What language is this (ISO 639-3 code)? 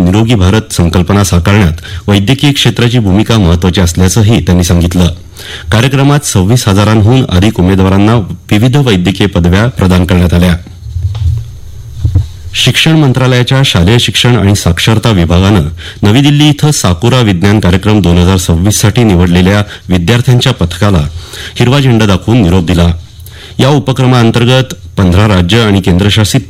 mar